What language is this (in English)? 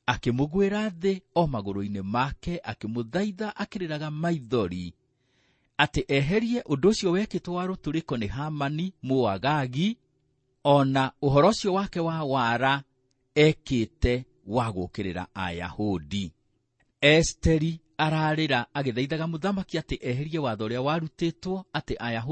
Kikuyu